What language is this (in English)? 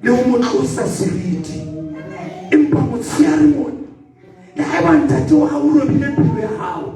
Southern Sotho